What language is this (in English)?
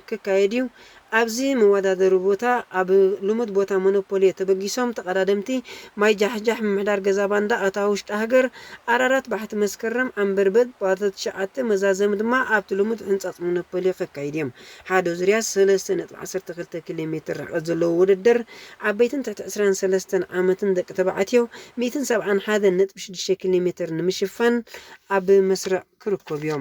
Tigrinya